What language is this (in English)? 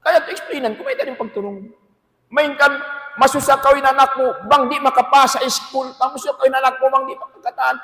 Tausug